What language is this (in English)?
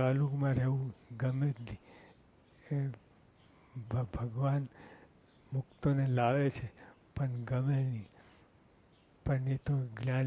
Gujarati